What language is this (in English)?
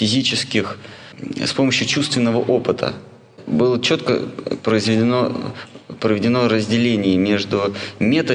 Russian